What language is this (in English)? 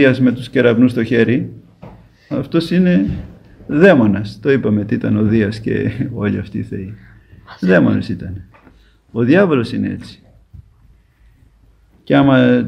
Greek